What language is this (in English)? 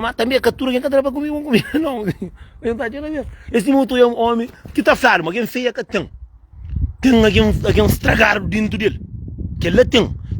Kabuverdianu